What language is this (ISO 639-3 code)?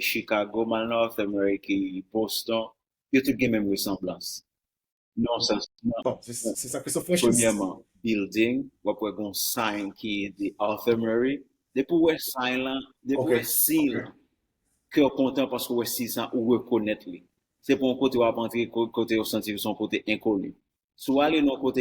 hat